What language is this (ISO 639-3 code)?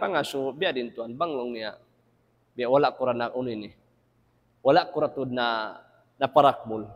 tsg